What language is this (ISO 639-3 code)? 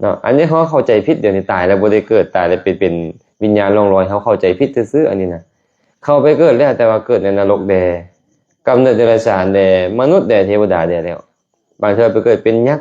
lao